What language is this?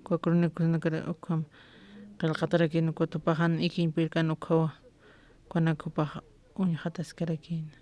Aymara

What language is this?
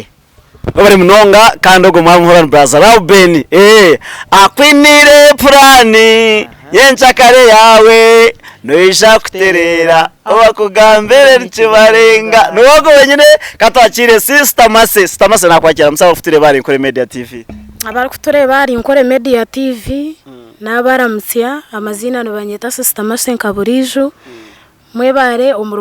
Nyankole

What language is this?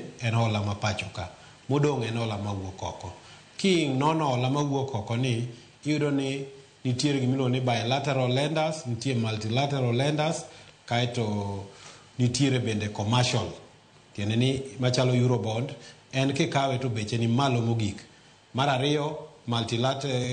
Luo (Kenya and Tanzania)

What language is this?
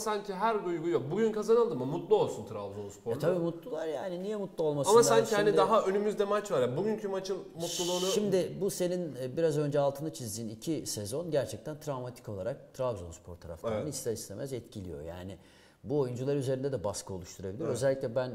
Turkish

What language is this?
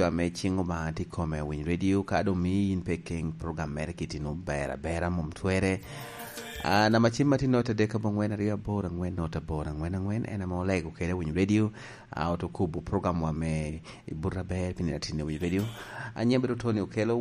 Lango (Uganda)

